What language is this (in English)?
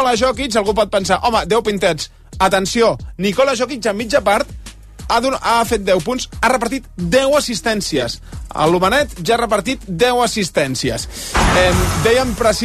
Catalan